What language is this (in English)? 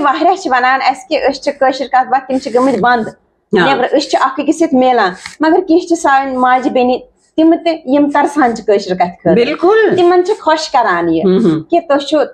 Kashmiri